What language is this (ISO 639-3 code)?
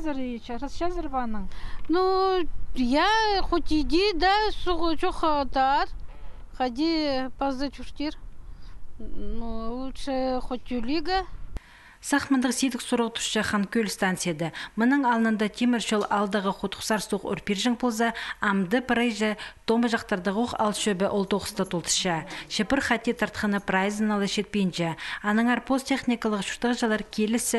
kjh